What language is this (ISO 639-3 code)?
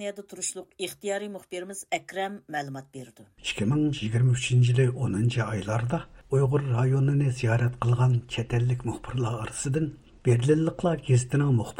uig